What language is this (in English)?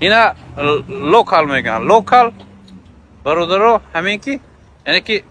Tajik